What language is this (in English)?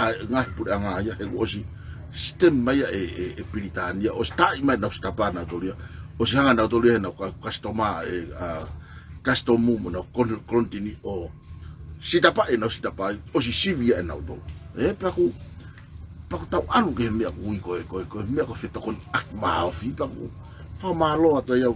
Tongan